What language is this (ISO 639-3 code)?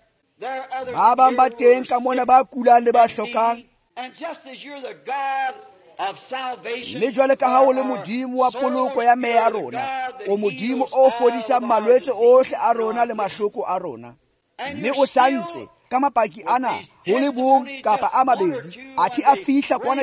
tsn